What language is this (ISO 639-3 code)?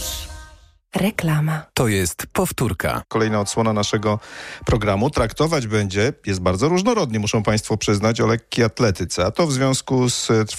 pol